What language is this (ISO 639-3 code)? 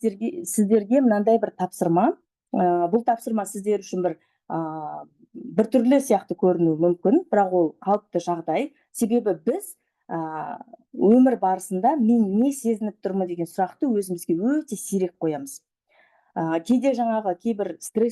kaz